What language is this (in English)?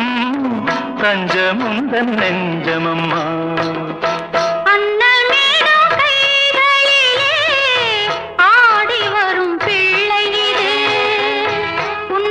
Tamil